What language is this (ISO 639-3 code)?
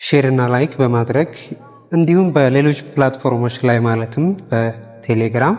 amh